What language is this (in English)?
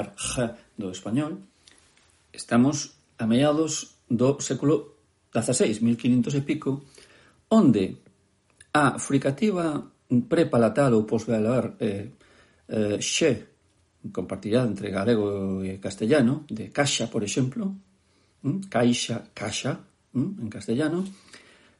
Galician